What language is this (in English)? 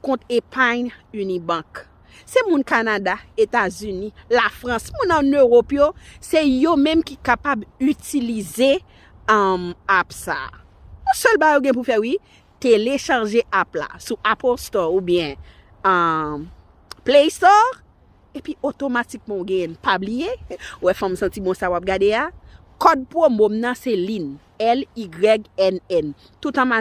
Haitian Creole